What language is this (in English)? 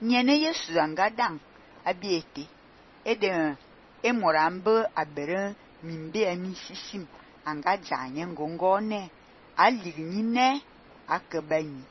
Fang